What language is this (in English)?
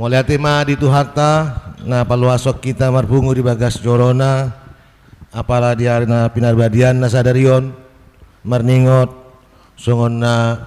Batak Toba